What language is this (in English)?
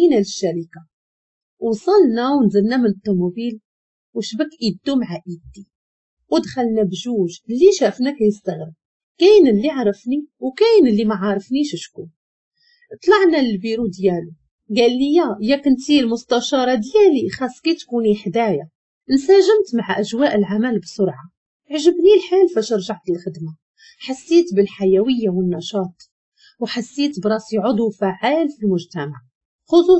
Moroccan Arabic